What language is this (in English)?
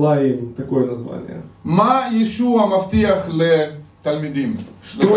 Russian